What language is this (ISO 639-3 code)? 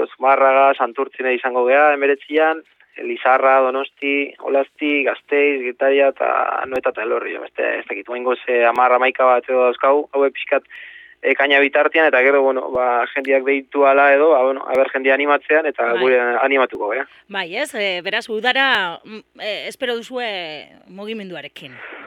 eus